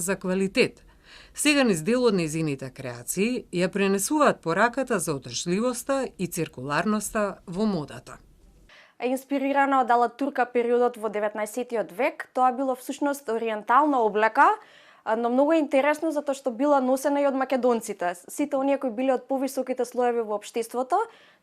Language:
Macedonian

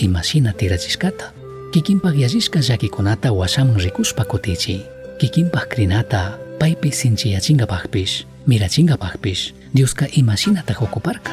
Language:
Chimborazo Highland Quichua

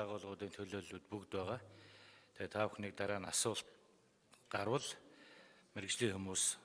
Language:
Mongolian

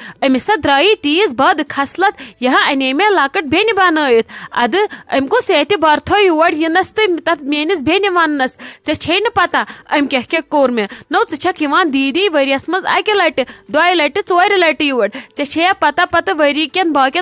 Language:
Kashmiri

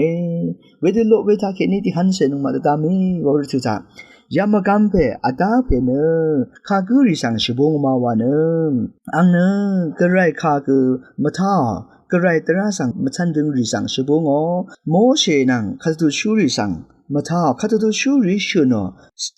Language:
Rawang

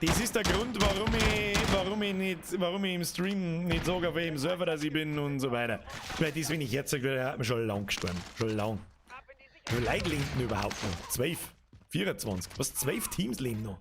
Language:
Bavarian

